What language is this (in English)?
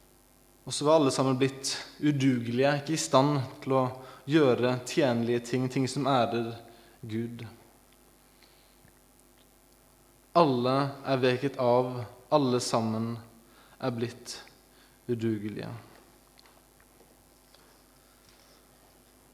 Norwegian